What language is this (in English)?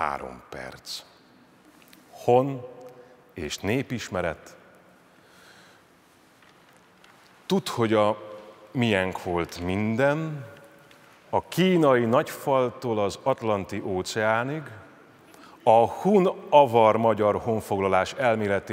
Hungarian